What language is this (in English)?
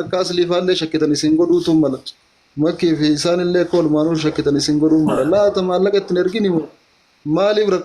Oromo